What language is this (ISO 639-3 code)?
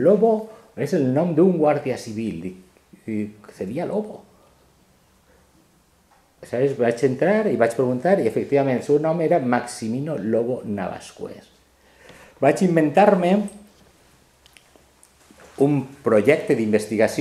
cat